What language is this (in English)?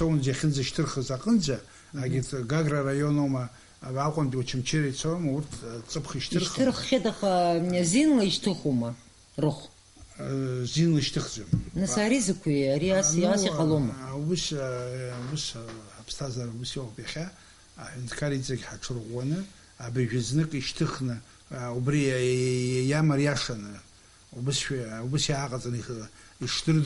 Abkhazian